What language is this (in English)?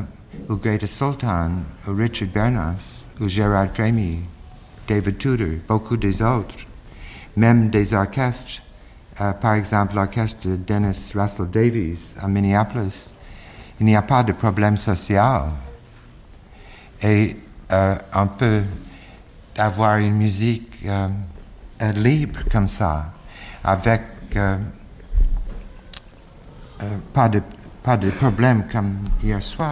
French